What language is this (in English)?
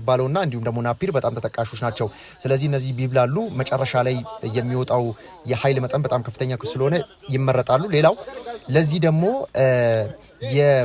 Amharic